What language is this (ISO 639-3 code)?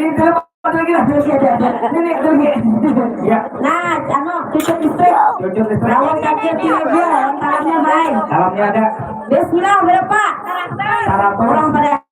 bjn